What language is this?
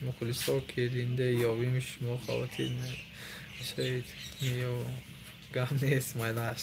Tajik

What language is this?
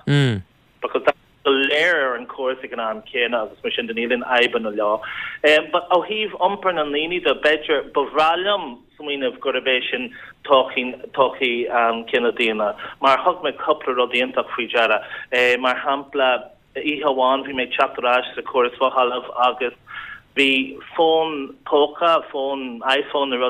Irish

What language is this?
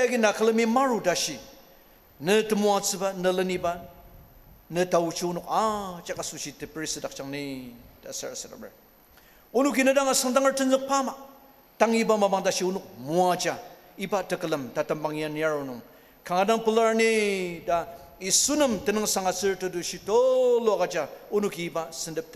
Ao Naga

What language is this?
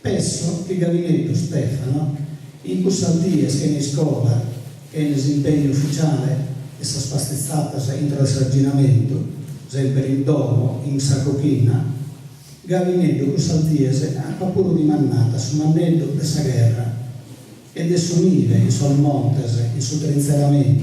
Sardinian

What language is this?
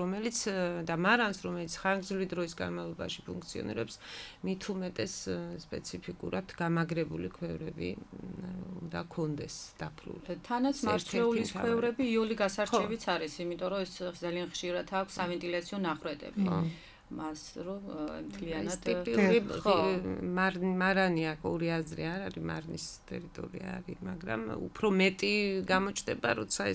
Georgian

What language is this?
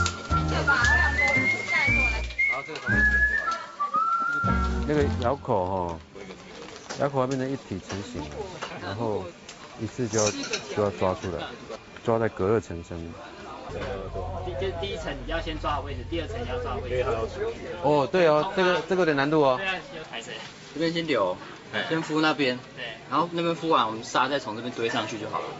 Chinese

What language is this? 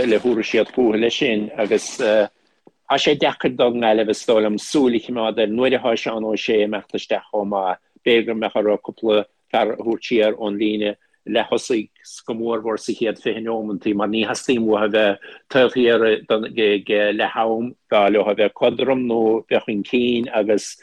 Irish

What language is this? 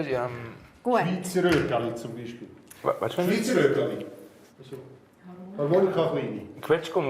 Romansh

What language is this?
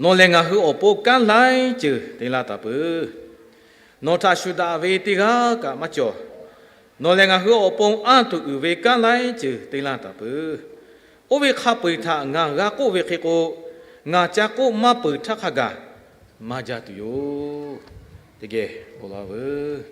Lahu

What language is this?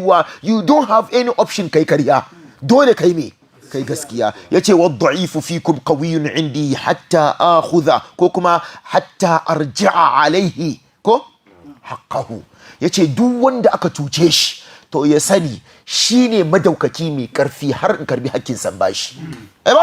Hausa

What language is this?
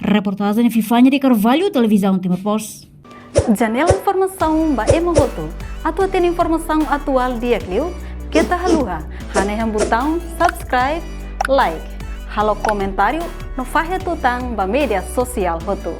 Tetum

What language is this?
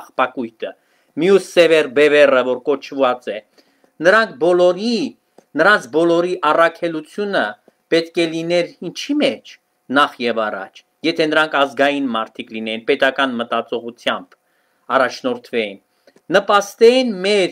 Armenian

